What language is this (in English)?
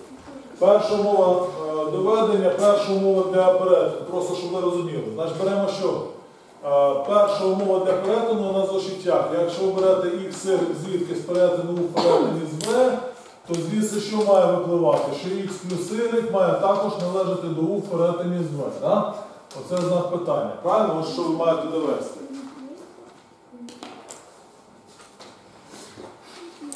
Ukrainian